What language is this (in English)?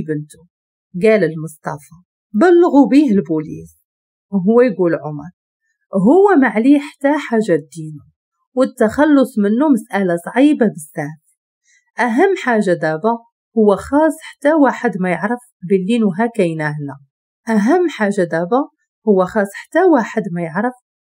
Moroccan Arabic